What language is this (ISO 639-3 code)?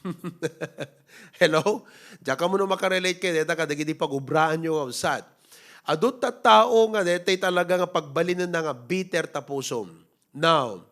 ilo